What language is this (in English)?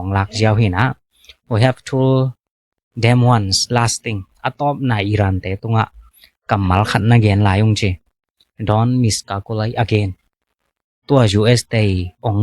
Tedim Chin